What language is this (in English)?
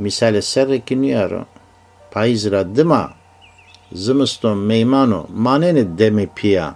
Zaza